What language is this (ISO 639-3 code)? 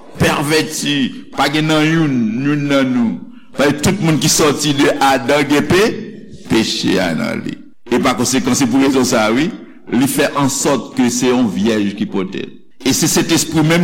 hat